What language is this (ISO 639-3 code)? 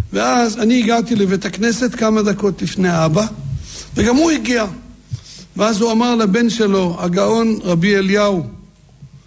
heb